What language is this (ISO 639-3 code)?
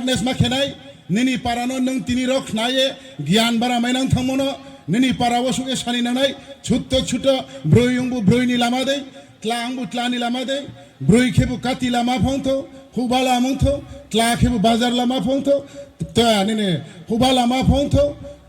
ria